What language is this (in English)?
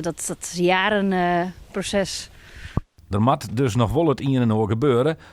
Western Frisian